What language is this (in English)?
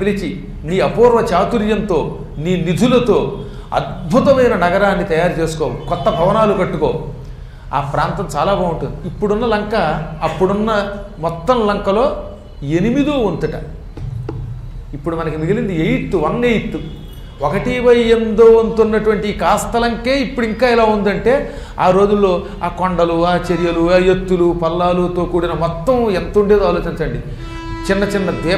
Telugu